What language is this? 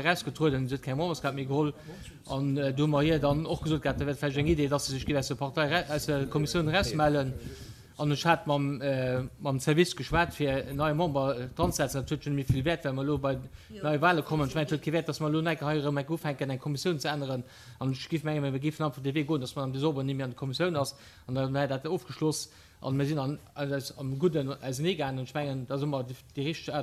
Luxembourgish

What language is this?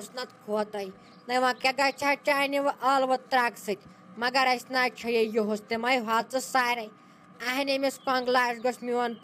Kashmiri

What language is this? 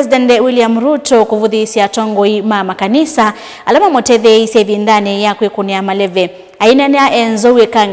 Kamba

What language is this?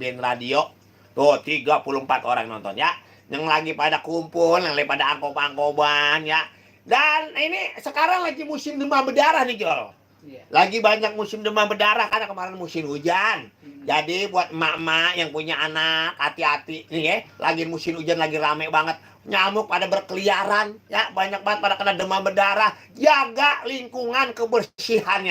Betawi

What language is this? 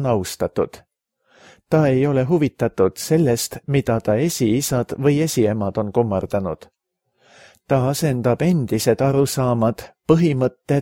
Estonian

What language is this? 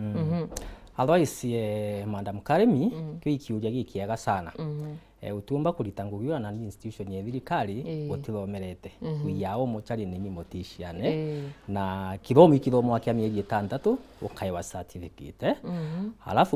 Meru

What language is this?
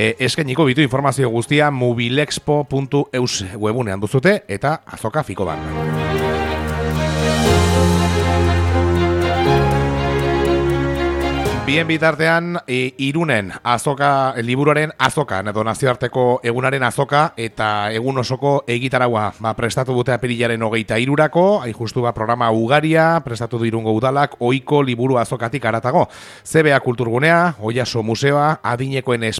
Basque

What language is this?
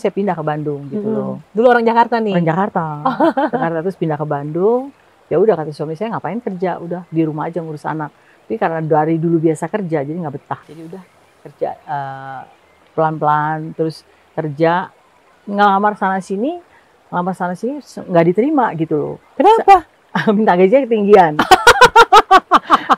Indonesian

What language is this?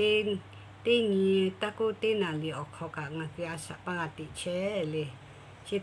Lahu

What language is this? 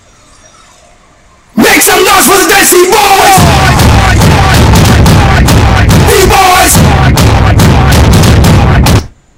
Malayalam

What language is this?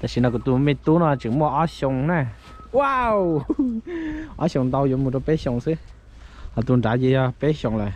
Hmong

